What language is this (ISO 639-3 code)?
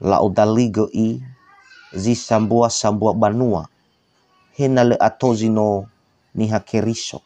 nia